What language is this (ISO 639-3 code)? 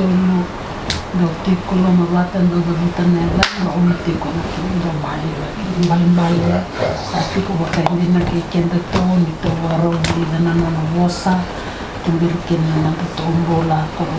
fij